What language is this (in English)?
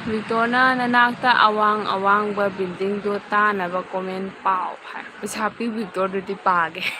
Manipuri